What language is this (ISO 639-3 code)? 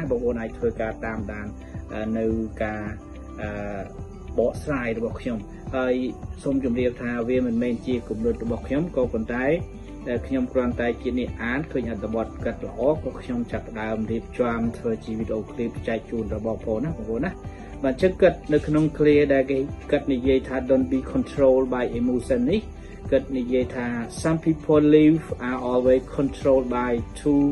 khm